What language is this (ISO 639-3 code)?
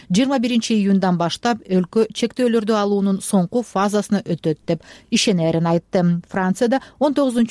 kir